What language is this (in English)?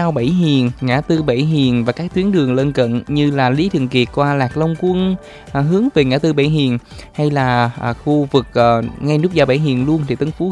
Vietnamese